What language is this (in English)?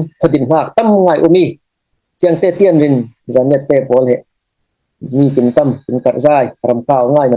Falam Chin